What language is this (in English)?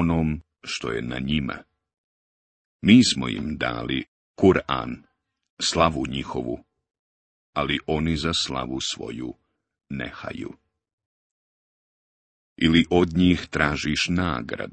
Bosnian